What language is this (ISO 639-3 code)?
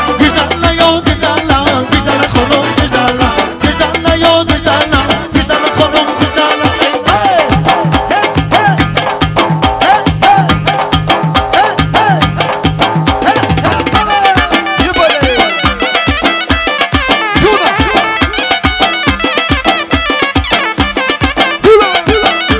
fas